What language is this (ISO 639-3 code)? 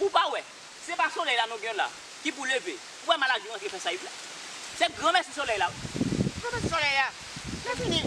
hat